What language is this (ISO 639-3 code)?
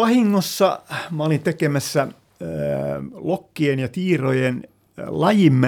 fin